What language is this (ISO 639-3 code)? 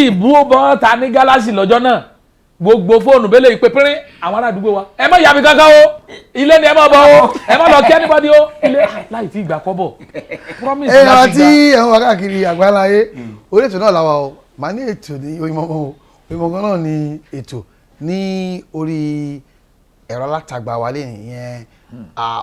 yor